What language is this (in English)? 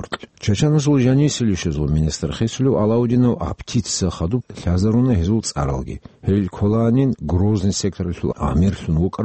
Avaric